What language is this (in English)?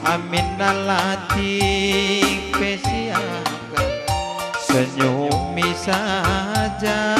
Batak Karo